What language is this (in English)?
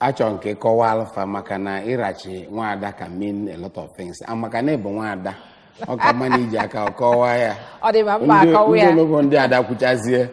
Igbo